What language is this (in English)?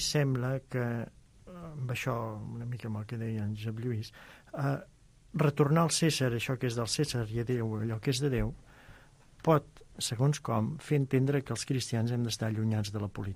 Catalan